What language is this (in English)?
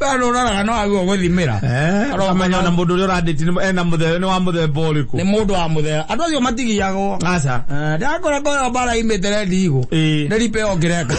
Kikuyu